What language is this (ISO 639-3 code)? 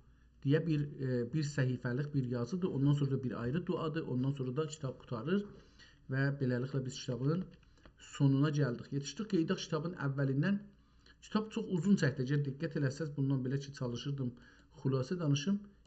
azb